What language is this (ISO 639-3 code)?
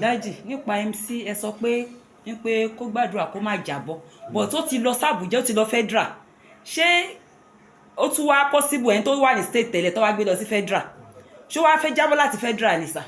yor